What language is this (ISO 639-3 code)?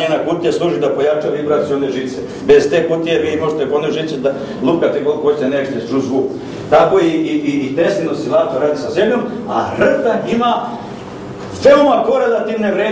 srp